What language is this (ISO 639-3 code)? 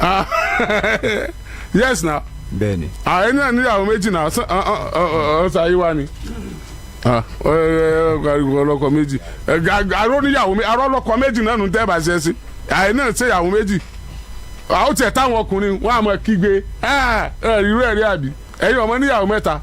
yor